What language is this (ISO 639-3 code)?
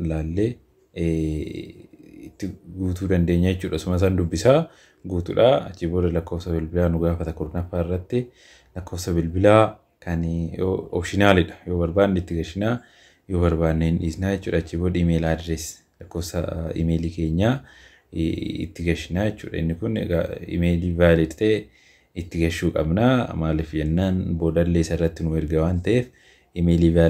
orm